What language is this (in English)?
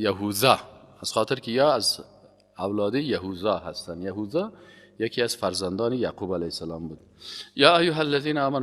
Persian